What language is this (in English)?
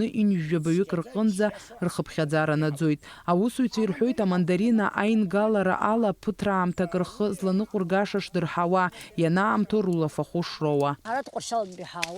Abkhazian